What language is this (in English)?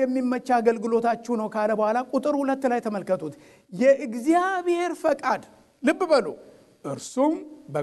Amharic